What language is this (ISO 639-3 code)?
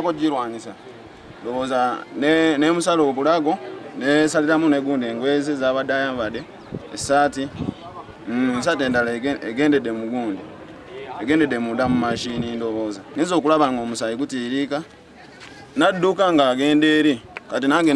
lug